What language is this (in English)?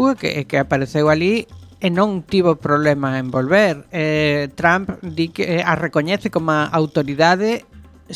Galician